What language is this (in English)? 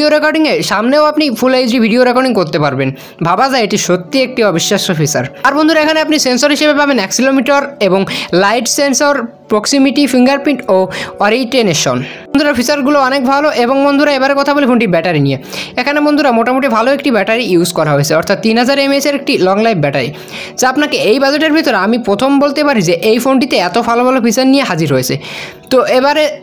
Bangla